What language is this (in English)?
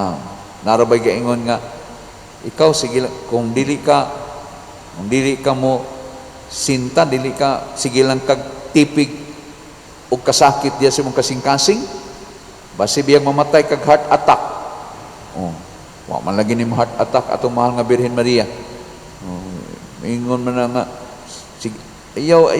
Cebuano